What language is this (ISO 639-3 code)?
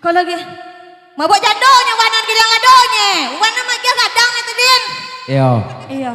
min